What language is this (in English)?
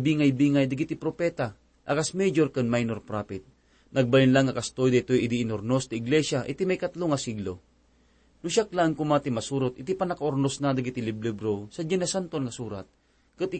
Iloko